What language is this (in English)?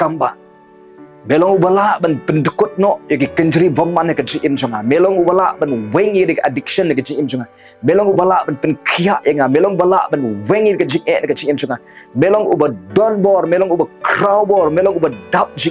Khasi